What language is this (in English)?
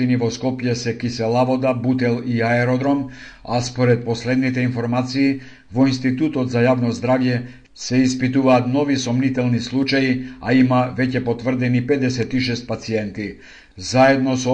Macedonian